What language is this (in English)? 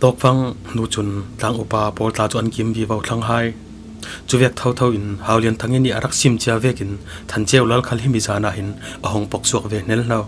Falam Chin